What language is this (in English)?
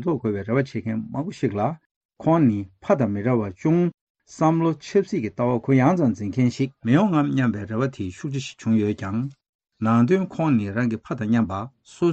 Tibetan